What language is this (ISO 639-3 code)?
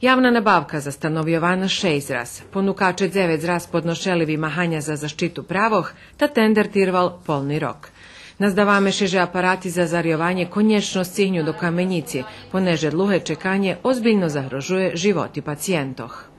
rue